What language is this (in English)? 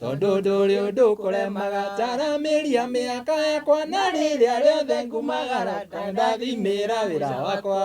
Kikuyu